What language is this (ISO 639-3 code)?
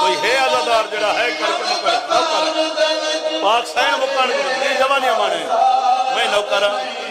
skr